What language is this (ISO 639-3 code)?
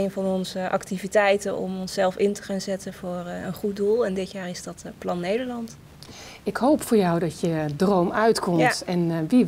nld